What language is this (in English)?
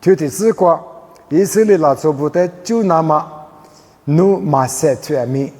Lisu